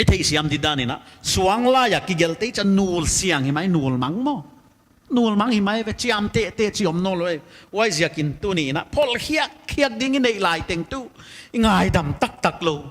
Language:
Paite Chin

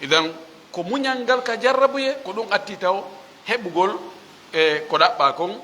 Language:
Fula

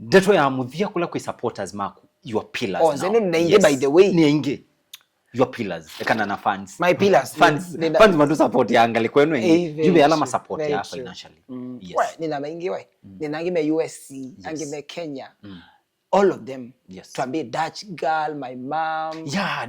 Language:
Kamba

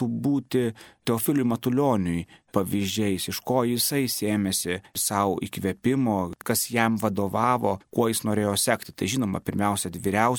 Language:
Lithuanian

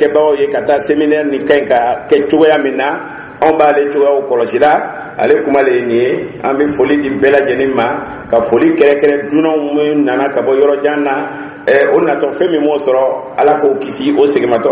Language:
Dyula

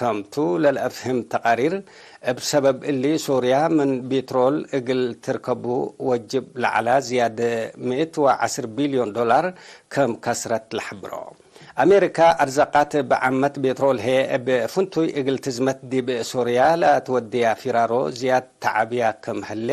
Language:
Tigre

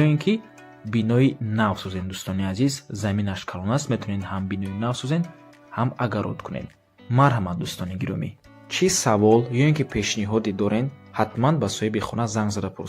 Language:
Tajik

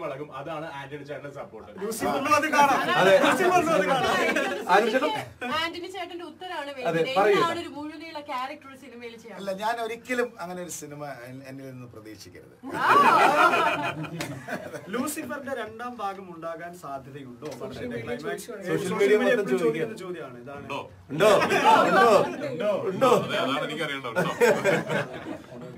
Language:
Malayalam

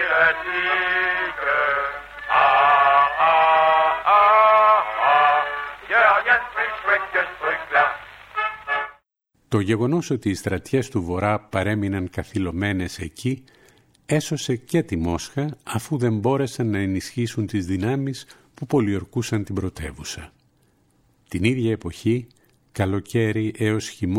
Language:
Greek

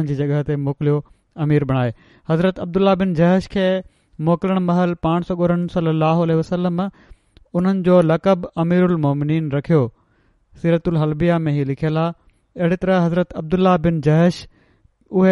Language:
Sindhi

